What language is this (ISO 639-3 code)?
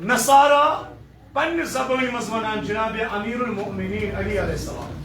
kas